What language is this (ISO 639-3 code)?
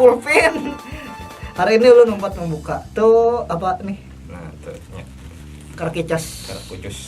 bjn